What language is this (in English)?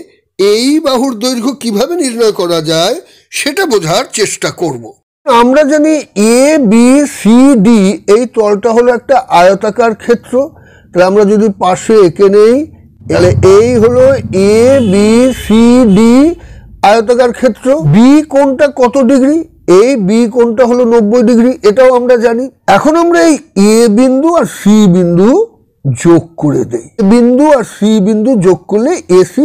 Bangla